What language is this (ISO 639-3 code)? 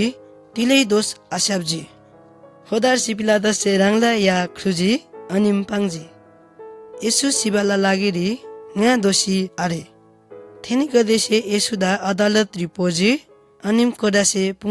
taj